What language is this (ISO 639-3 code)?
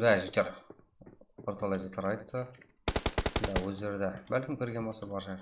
kaa